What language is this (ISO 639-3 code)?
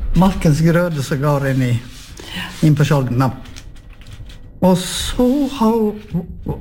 nor